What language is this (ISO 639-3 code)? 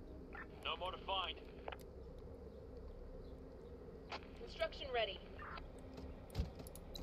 spa